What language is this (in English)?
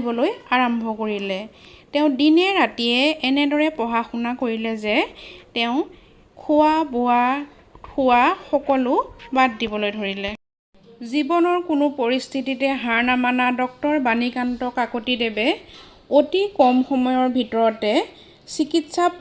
Assamese